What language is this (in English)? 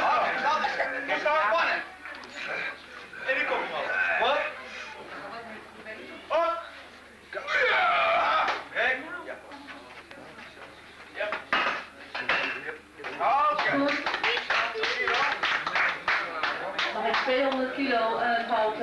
Dutch